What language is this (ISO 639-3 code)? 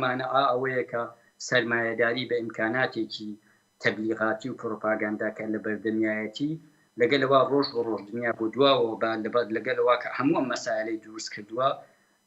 ckb